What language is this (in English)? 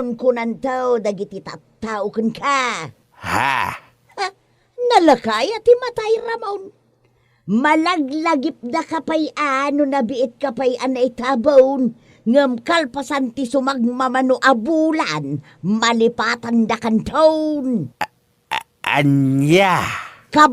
Iloko